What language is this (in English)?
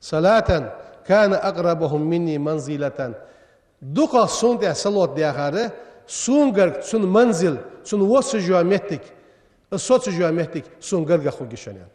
Ingush